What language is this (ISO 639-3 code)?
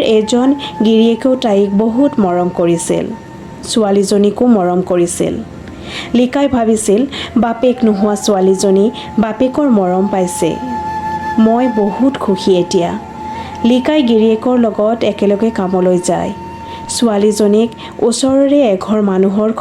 asm